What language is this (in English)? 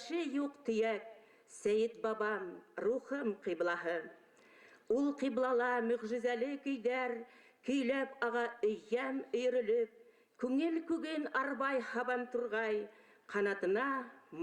Bashkir